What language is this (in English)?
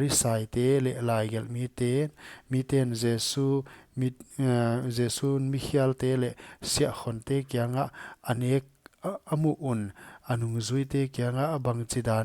Paite Chin